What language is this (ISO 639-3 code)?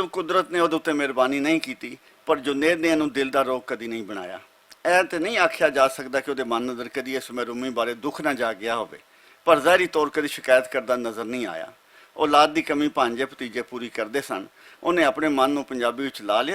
lah